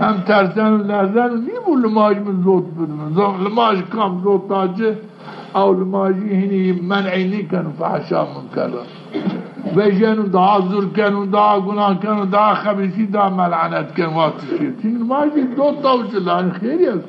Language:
Zaza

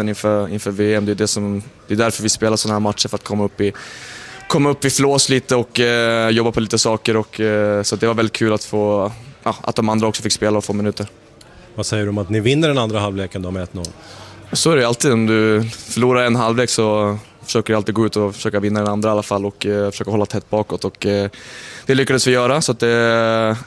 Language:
Swedish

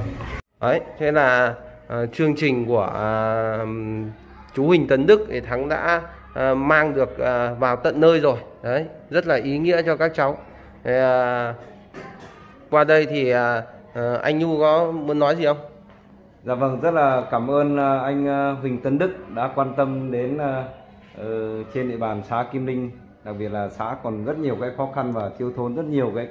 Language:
Vietnamese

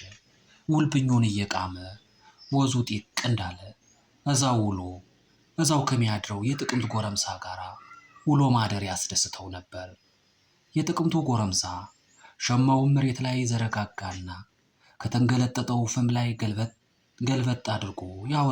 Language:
Amharic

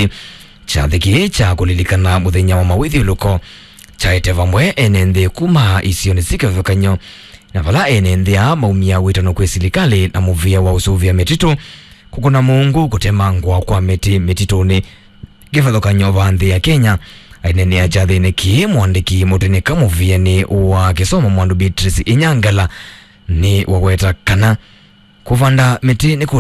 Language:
Kamba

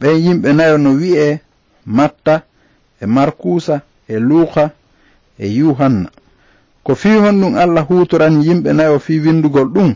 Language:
Fula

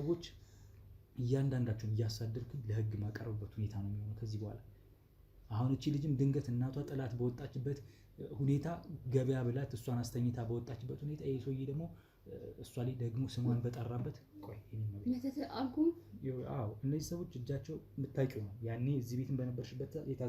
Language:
Amharic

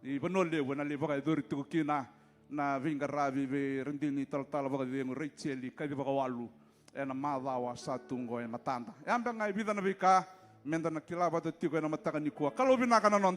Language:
Fijian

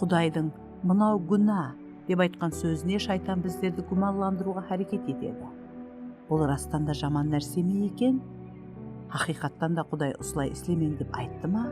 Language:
Kara-Kalpak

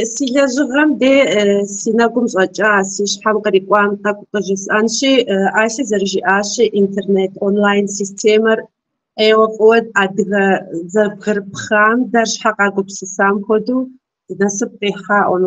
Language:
Kabardian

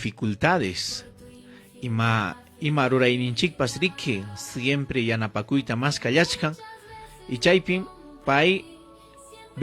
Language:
Ayacucho Quechua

